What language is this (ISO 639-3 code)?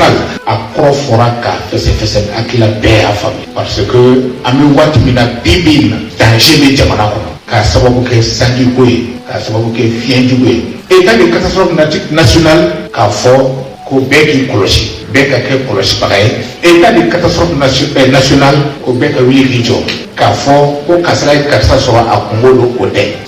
bam